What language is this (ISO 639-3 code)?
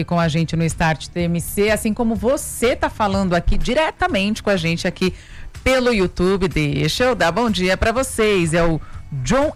por